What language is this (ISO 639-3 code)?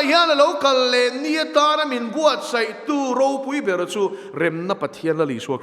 lus